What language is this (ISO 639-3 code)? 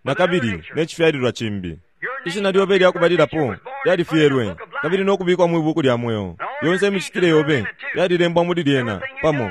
bem